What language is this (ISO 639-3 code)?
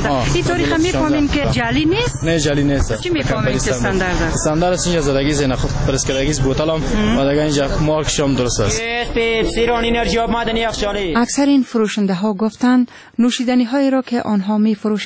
fas